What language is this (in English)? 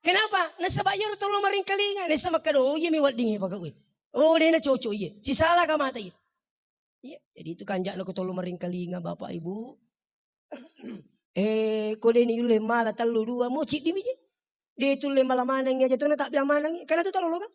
Buginese